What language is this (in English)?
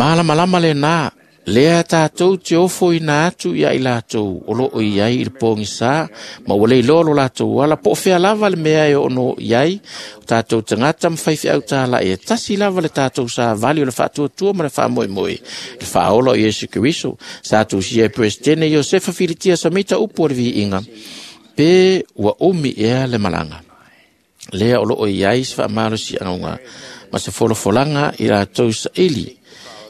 Samoan